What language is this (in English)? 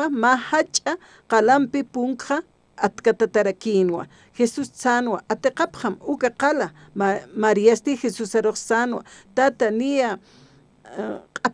Aymara